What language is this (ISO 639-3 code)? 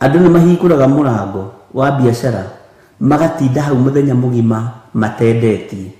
kik